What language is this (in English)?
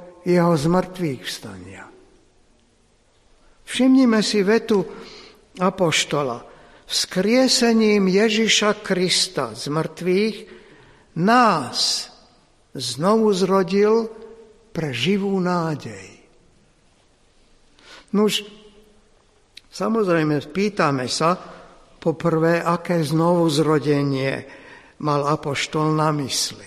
Slovak